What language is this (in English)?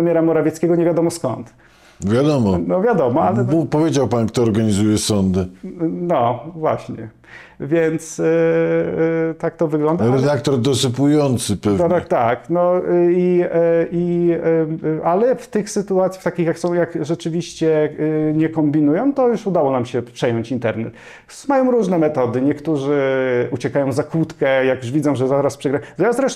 Polish